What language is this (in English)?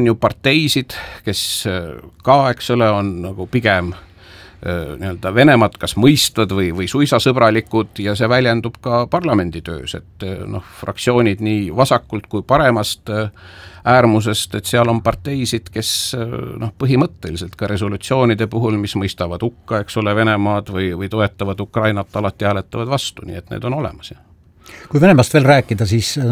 Estonian